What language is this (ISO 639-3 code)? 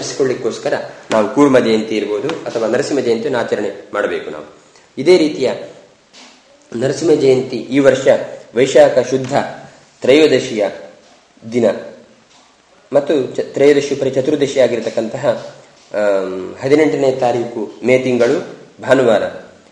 kan